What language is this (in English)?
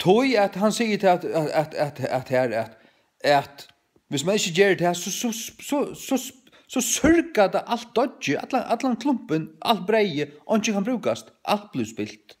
Faroese